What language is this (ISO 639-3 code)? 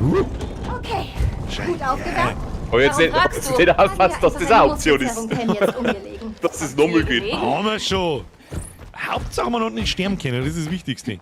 bar